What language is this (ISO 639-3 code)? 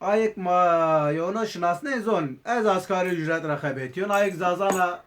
zza